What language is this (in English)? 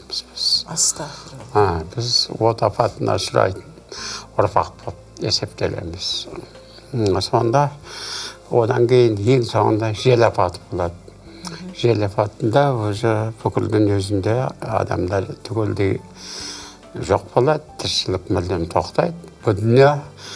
Kazakh